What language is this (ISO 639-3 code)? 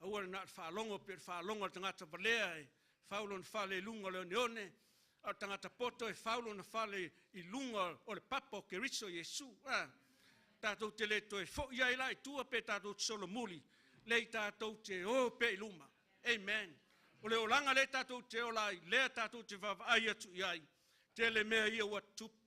smo